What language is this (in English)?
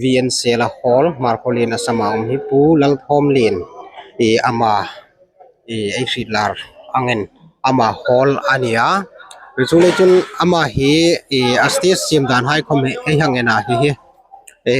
Hmar